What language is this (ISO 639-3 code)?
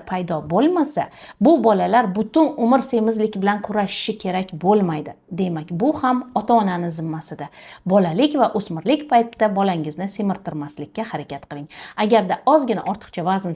uzb